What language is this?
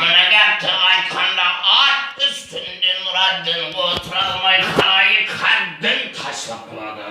Kara-Kalpak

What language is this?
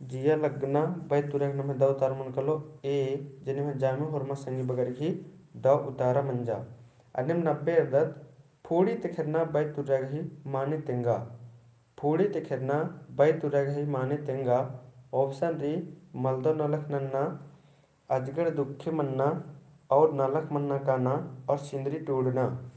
Kurukh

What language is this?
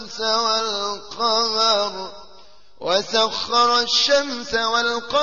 Arabic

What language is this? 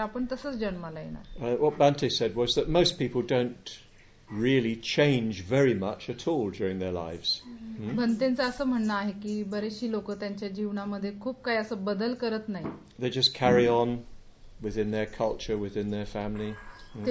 Marathi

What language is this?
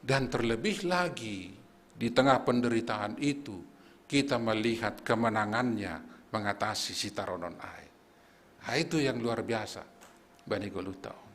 Batak Simalungun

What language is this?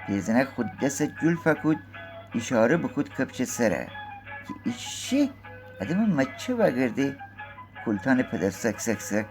Gilaki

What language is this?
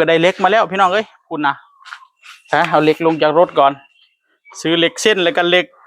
Northeastern Thai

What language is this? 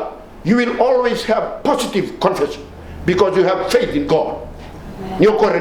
Fijian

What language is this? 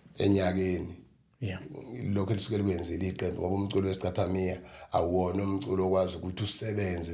Zulu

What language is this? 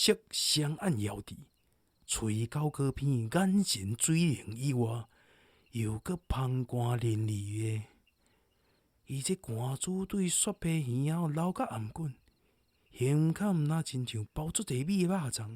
Min Nan Chinese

